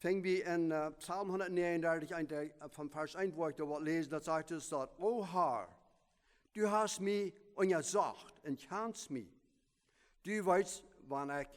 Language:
Plautdietsch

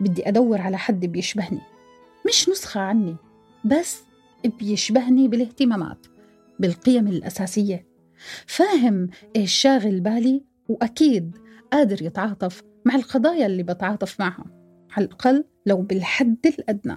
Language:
North Levantine Arabic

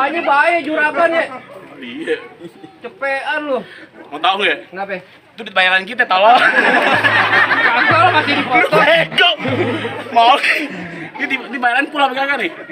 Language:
Betawi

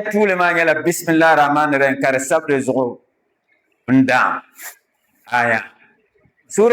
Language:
Dagbani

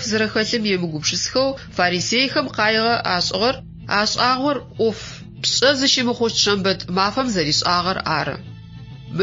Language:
Adyghe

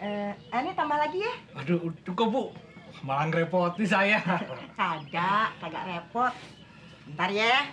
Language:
Betawi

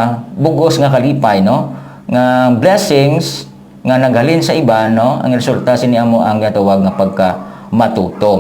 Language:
Hiligaynon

